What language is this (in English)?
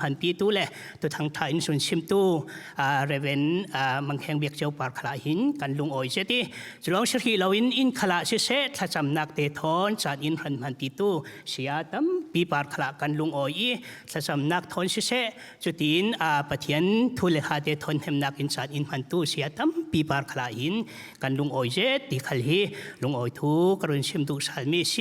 Falam Chin